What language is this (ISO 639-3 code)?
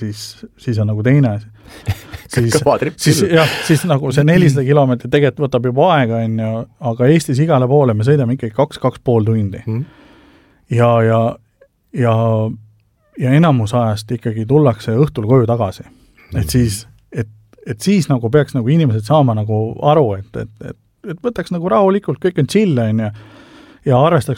est